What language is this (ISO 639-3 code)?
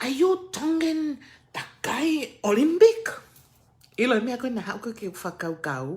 ton